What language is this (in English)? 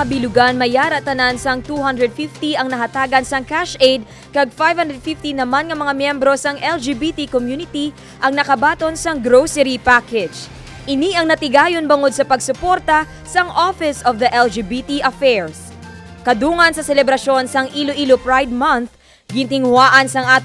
Hiligaynon